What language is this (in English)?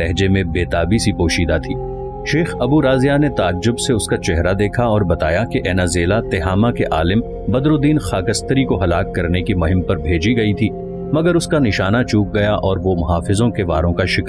Urdu